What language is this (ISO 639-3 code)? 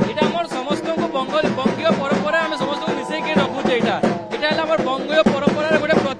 ori